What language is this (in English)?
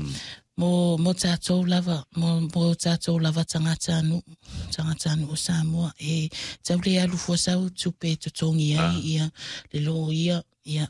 Samoan